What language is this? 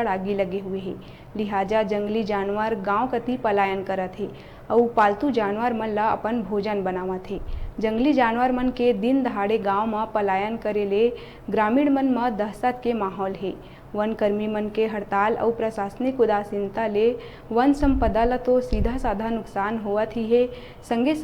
Chhattisgarhi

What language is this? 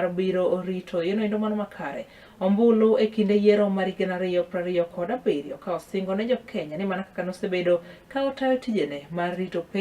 Luo (Kenya and Tanzania)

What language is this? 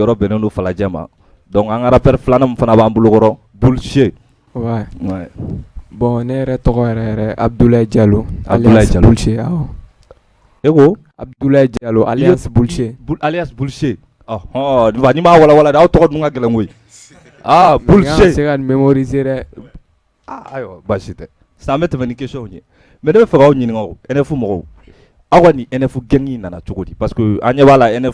Bambara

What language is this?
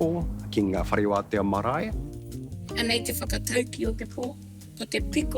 Māori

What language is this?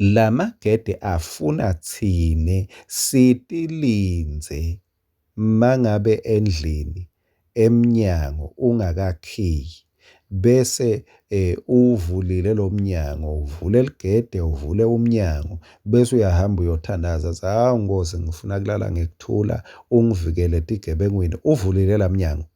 Swati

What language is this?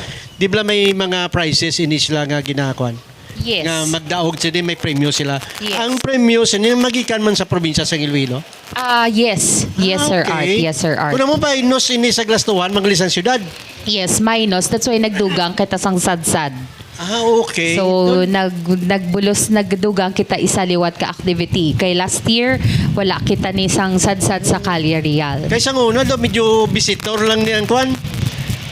Hiligaynon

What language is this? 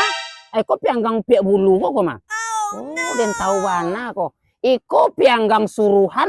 Minangkabau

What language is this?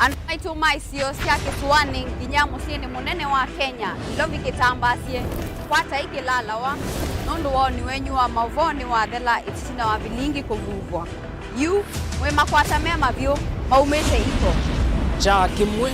Kamba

